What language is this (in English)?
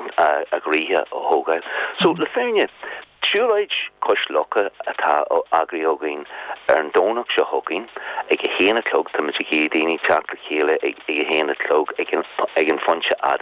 Irish